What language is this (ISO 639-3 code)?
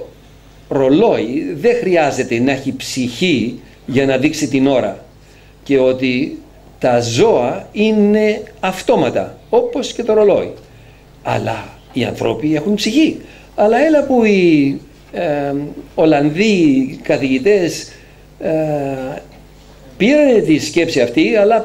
ell